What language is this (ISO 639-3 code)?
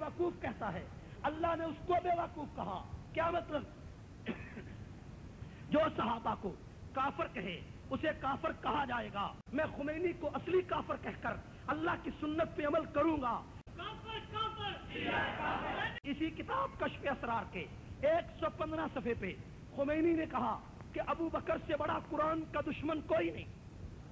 urd